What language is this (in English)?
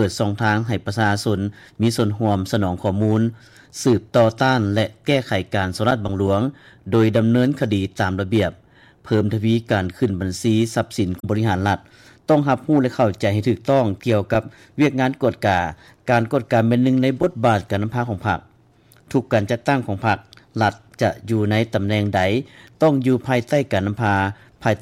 Lao